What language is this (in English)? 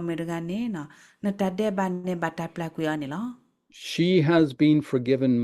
S'gaw Karen